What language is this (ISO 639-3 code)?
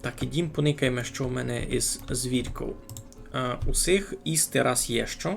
rue